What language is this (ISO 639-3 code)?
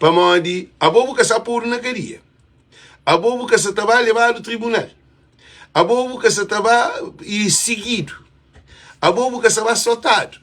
kea